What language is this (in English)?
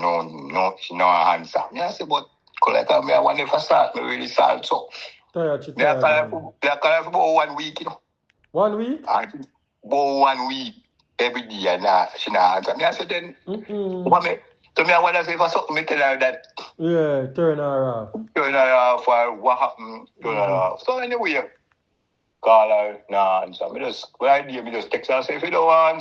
Jamaican Creole English